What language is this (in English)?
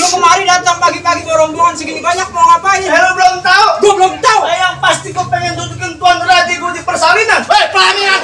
Betawi